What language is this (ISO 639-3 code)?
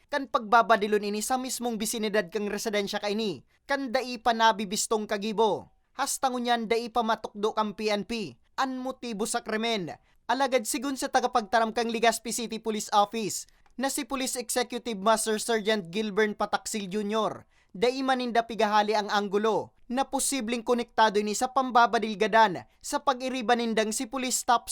bik